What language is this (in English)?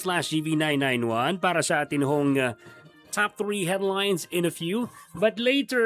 Filipino